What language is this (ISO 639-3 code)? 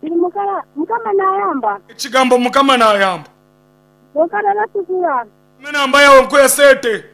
nyn